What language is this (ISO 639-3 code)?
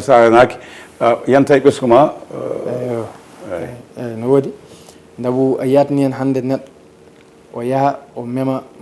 ful